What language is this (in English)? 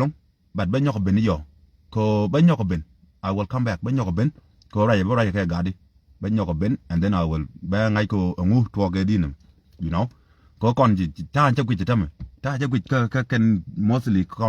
Nuer